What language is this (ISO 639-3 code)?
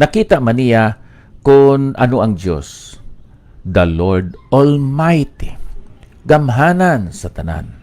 hil